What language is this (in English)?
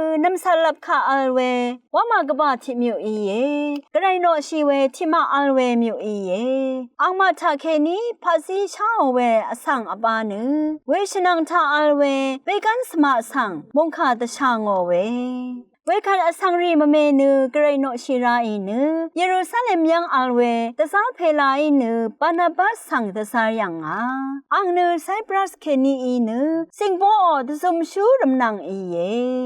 Rawang